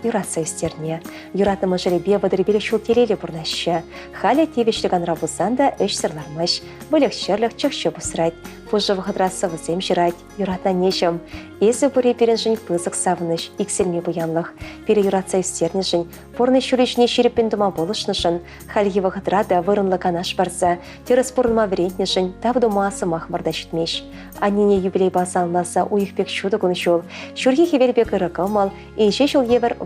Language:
Chuvash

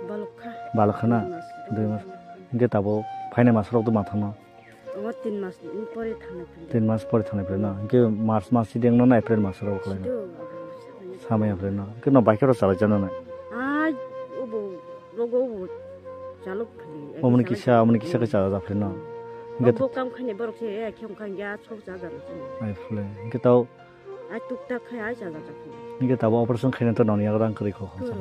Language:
Kok Borok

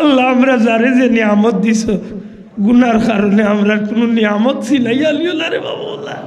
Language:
Sylheti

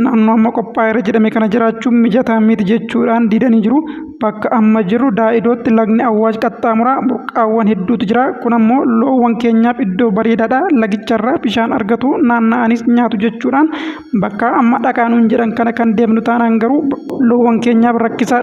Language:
Oromo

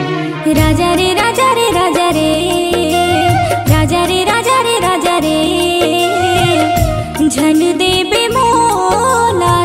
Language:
Chhattisgarhi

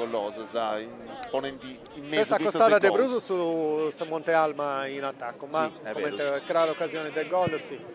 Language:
Sardinian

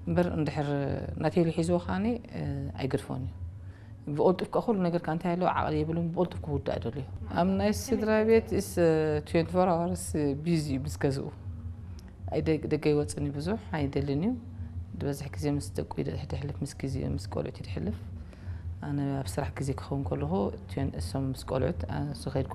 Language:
Tigrinya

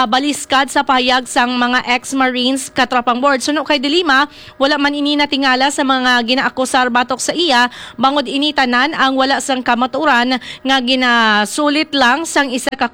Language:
Hiligaynon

